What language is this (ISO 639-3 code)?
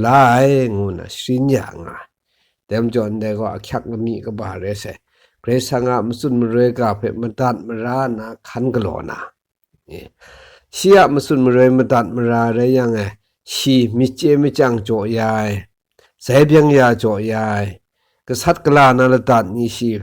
kac